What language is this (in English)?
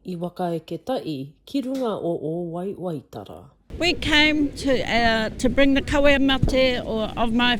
Māori